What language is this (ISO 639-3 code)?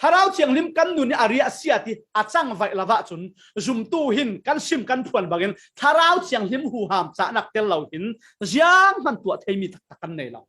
cfm